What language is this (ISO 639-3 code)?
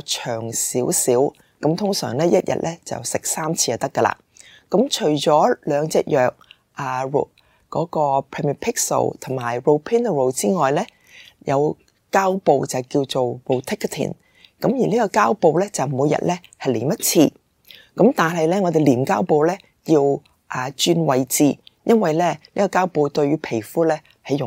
yue